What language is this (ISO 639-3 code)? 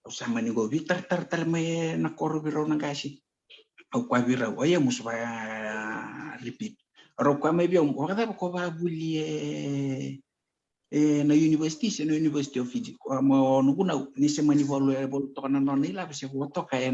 fij